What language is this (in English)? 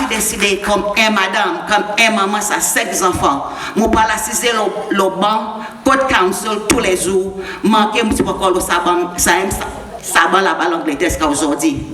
Seselwa Creole French